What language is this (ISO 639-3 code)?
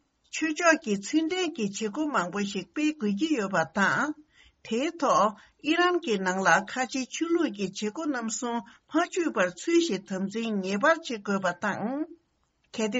bod